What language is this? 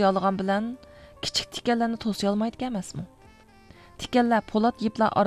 Uyghur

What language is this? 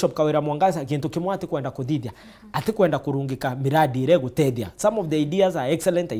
Meru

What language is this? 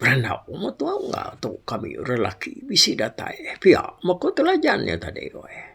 Iban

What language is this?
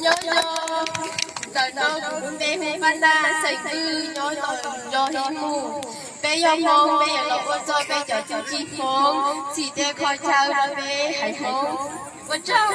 Hmong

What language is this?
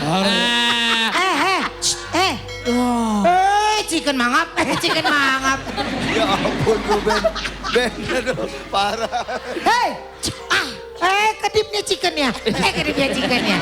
Betawi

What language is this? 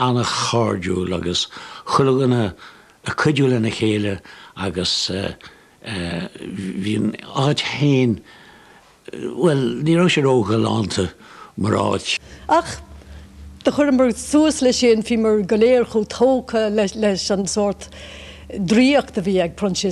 Irish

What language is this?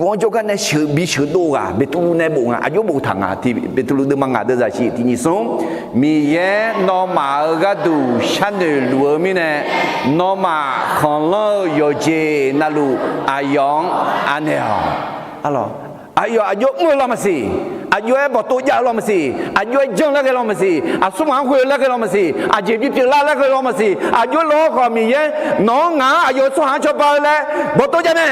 Akha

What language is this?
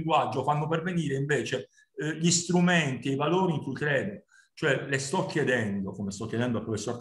Italian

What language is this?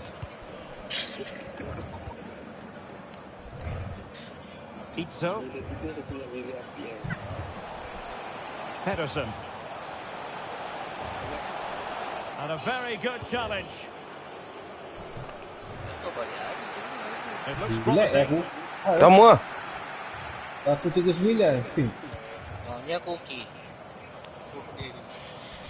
Malay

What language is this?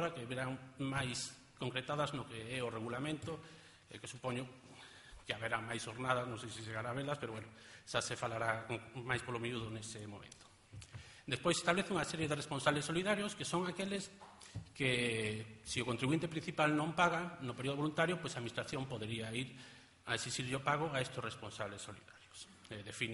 Galician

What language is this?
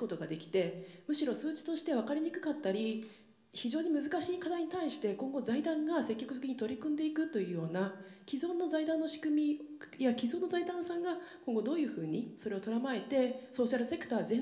Japanese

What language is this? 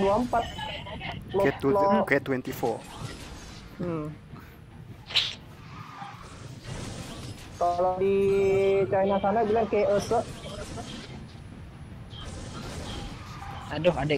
Indonesian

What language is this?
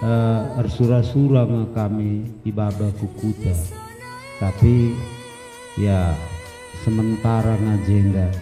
Batak Karo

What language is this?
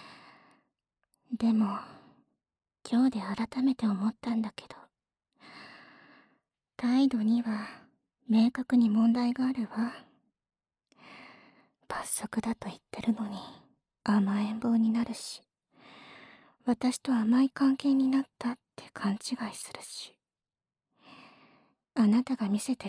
Japanese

